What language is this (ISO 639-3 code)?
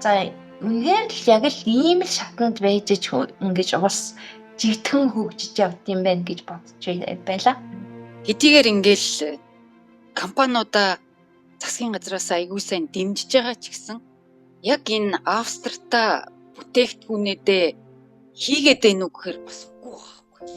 mon